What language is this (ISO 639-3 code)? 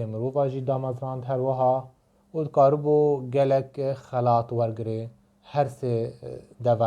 kur